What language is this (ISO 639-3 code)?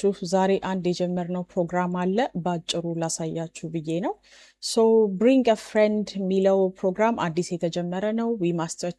amh